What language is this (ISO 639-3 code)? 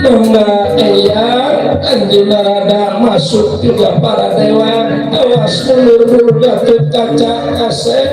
bew